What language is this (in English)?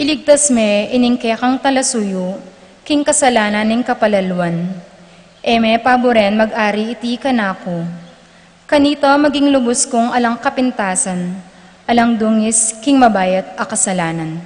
Pampanga